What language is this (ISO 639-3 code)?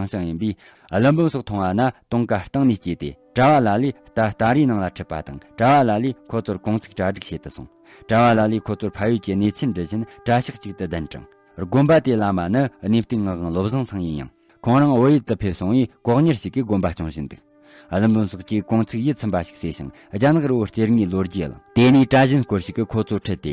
bod